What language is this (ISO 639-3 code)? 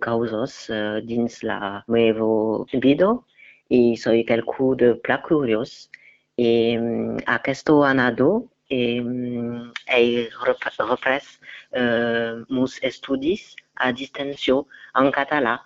oci